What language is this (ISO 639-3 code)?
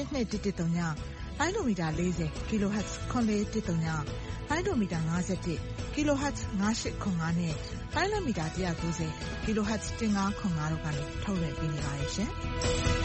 mya